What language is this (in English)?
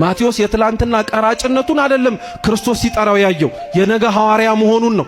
Amharic